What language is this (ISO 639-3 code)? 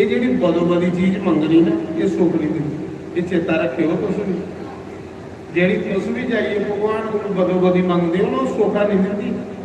doi